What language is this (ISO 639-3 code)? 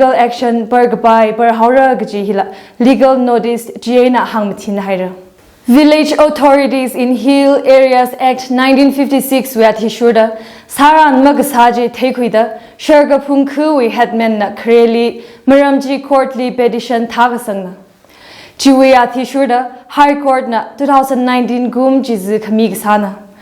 nmf